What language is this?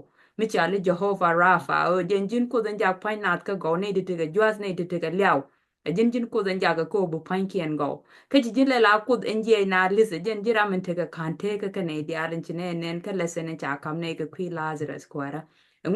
Nuer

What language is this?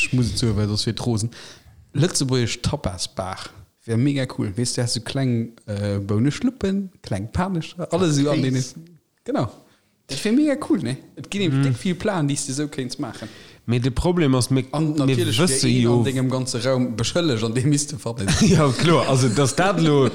Luxembourgish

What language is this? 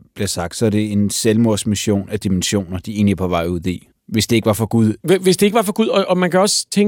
Danish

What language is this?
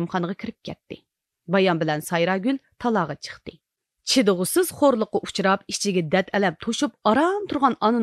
Uyghur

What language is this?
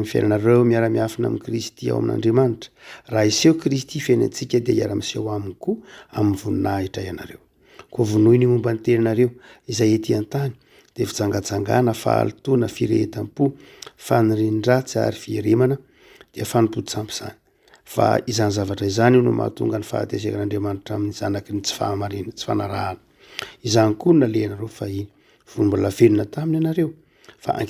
Malagasy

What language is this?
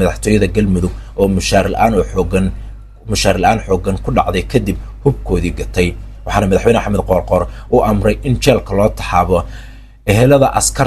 Somali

